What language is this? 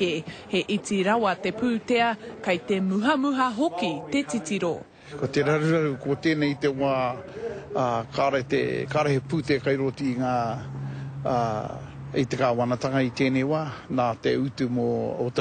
Māori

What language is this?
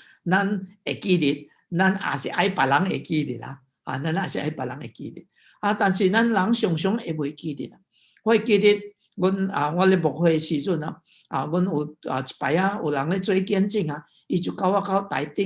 Min Nan Chinese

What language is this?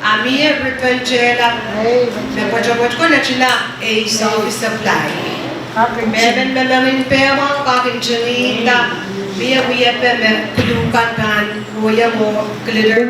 Pohnpeian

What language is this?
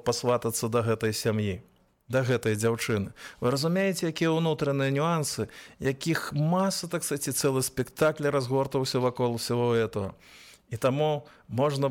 Belarusian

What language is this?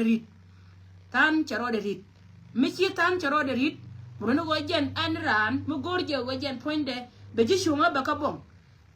Nuer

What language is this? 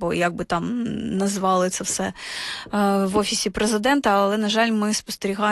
Ukrainian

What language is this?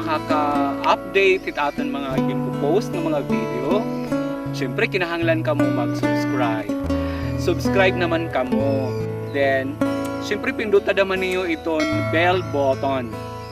Waray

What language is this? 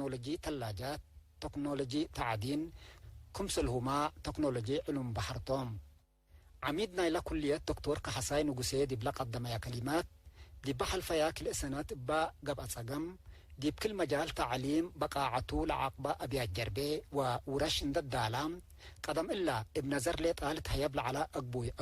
Tigre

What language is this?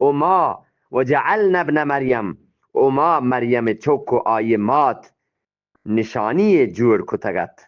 Eastern Balochi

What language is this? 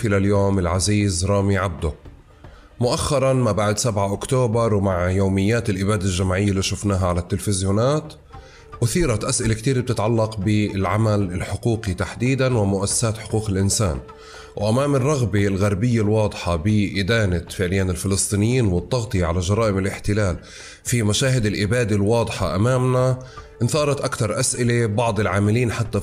North Levantine Arabic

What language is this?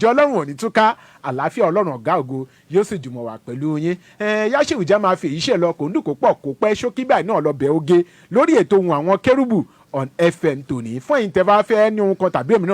Yoruba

